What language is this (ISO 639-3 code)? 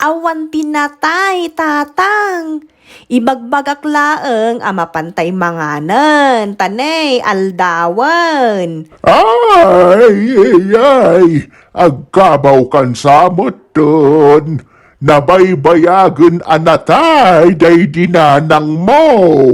ilo